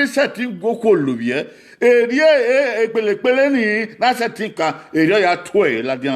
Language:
Bini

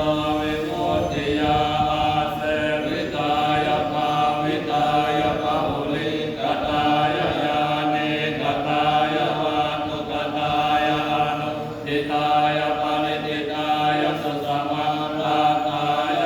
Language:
Pali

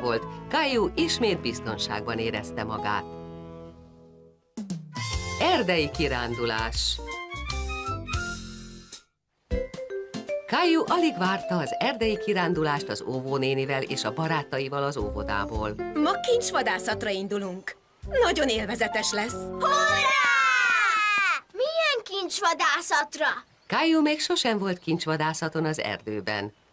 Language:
Hungarian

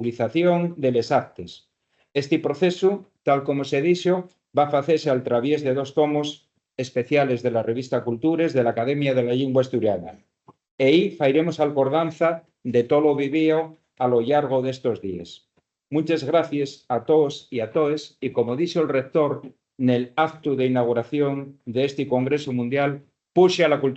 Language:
Asturian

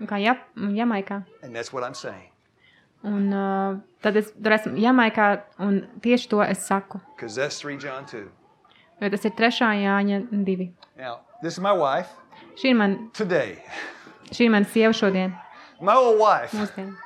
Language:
Latvian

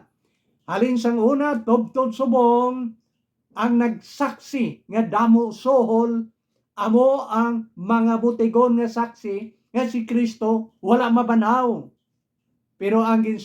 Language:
Hiligaynon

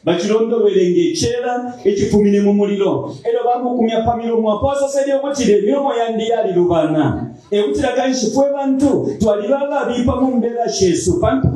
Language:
Bemba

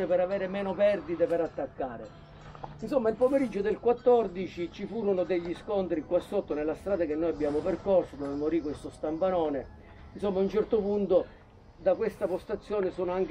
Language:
Italian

